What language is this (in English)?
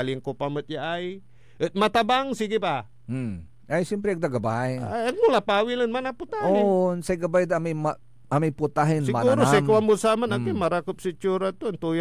Pangasinan